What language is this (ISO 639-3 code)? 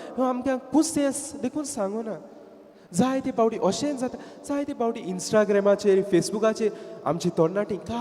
kok